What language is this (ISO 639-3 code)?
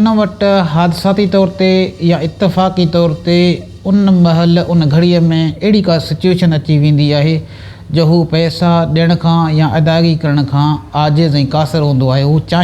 snd